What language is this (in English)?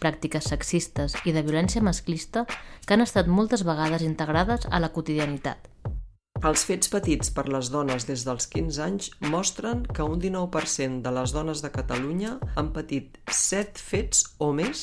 Catalan